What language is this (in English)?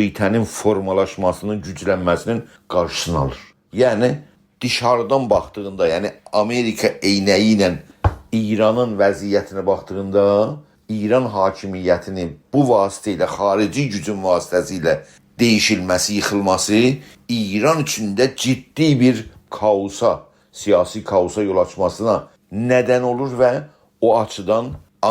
South Azerbaijani